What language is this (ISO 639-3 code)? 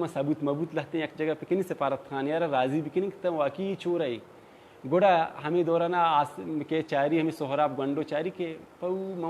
bal